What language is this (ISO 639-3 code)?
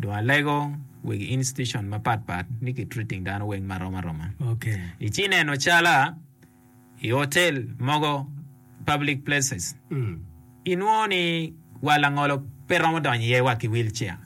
ach